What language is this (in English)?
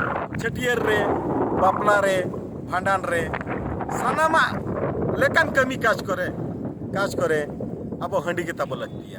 Santali